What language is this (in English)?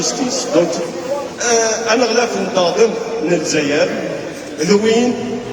Kabyle